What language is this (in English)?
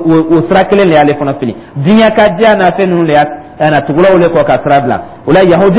Dyula